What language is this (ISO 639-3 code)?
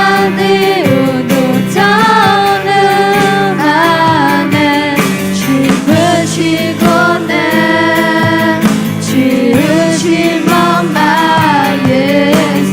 ahk